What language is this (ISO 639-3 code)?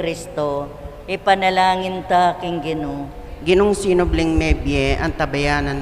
pam